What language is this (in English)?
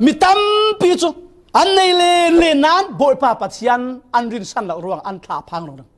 Falam Chin